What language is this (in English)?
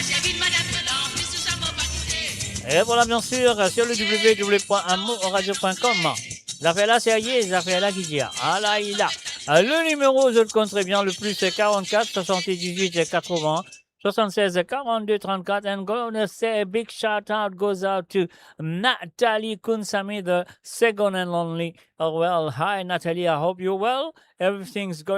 Morisyen